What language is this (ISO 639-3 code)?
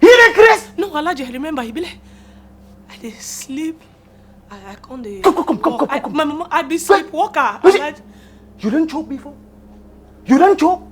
pcm